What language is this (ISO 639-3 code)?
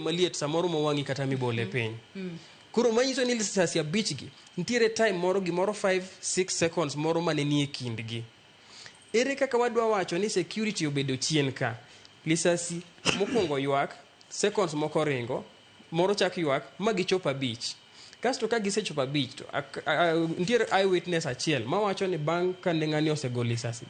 luo